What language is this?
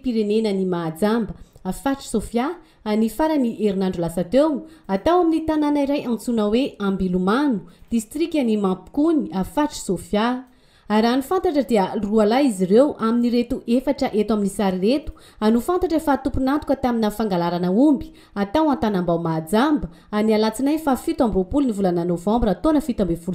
Malagasy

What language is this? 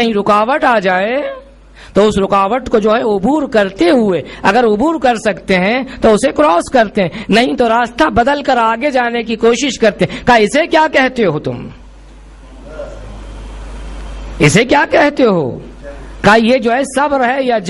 Urdu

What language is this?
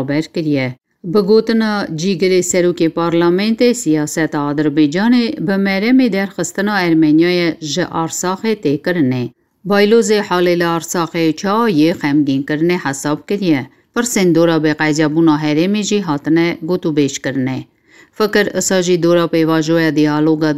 Kurdish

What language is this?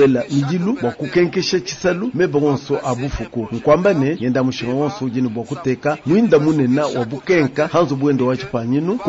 Luba-Lulua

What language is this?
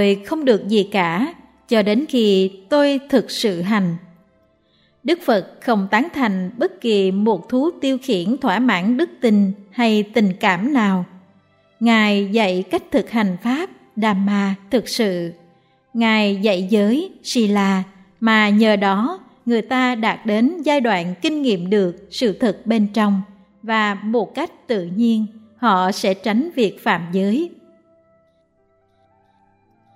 Vietnamese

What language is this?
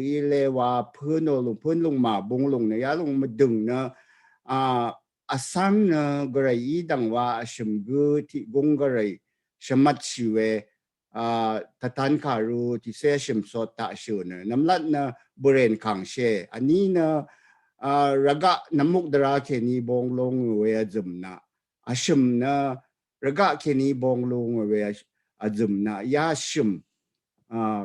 Rawang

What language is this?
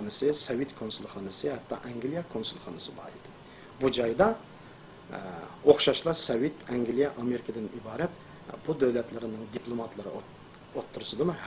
Uyghur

